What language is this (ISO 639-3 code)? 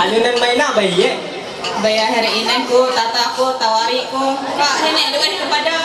mhy